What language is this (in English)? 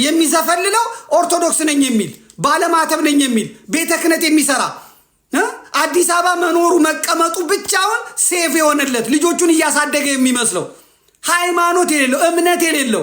Amharic